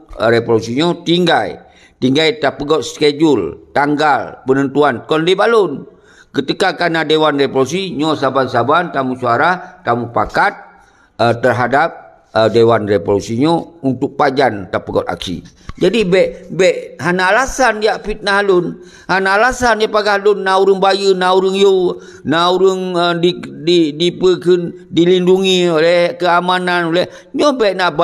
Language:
Achinese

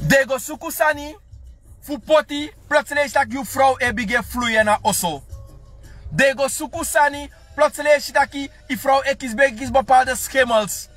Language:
Sranan Tongo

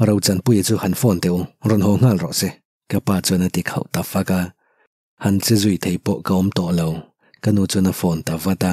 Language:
Mizo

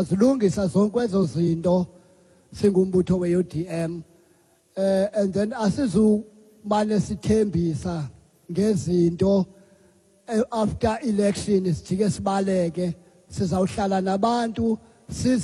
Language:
Xhosa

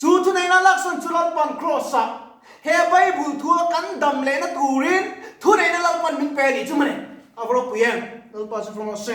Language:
Mizo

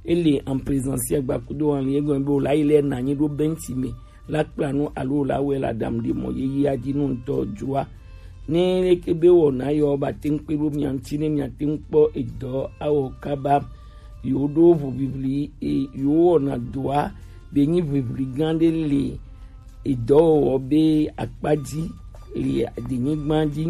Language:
Gen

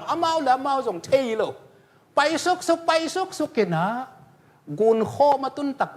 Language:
Tedim Chin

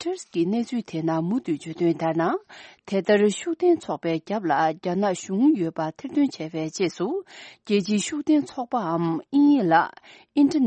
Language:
Tibetan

